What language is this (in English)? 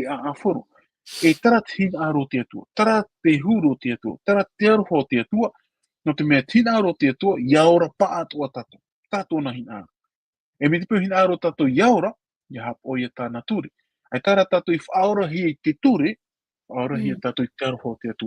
Tahitian